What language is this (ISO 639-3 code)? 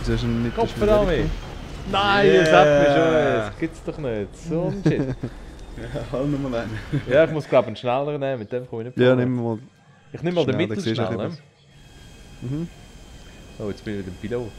gsw